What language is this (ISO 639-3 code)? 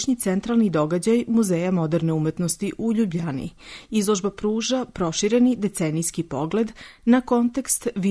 srp